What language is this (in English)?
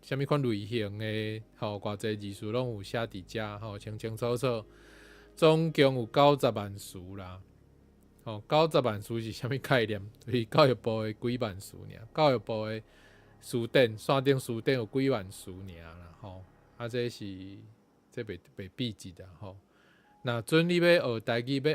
Min Nan Chinese